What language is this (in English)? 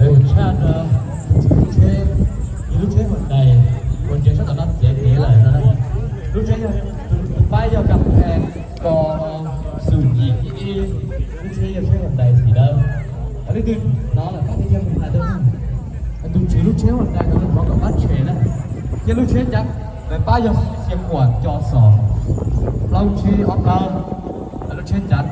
Hmong